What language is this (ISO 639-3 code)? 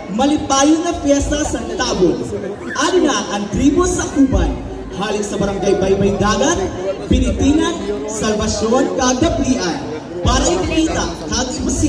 msb